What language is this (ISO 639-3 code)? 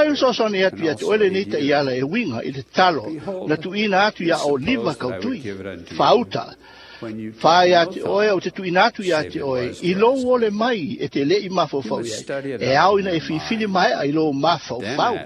smo